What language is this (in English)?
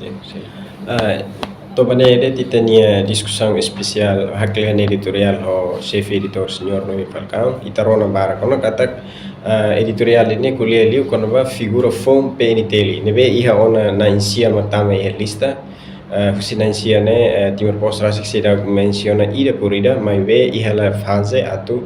Tetum